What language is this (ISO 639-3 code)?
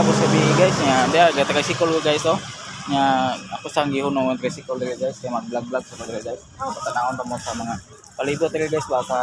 ceb